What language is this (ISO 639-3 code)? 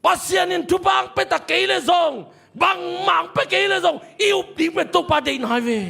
ctd